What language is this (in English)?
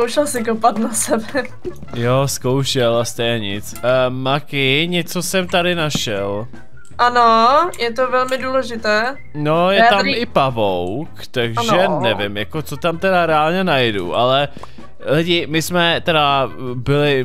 Czech